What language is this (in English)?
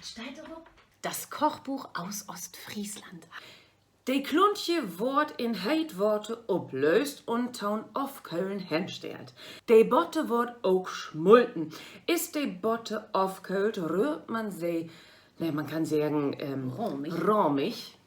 Low German